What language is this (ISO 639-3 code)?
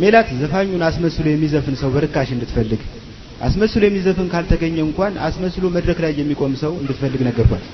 amh